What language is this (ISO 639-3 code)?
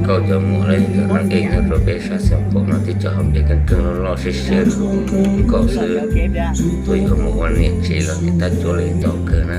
hmn